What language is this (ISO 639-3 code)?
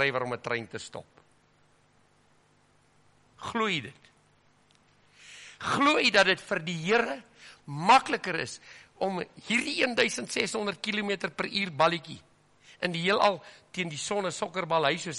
afr